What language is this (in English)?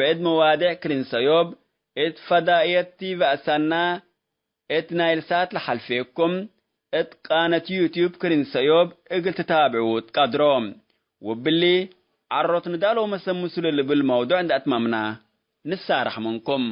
Tigre